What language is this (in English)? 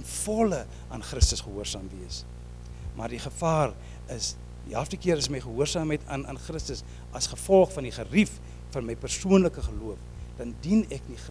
Afrikaans